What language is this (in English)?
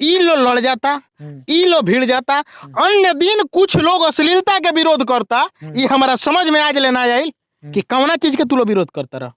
Bhojpuri